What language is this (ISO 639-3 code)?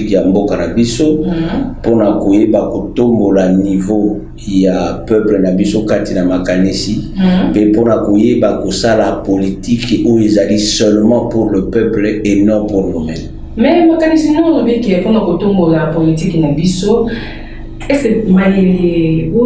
lin